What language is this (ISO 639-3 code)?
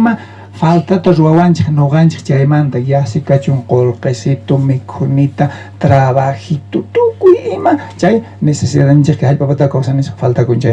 quh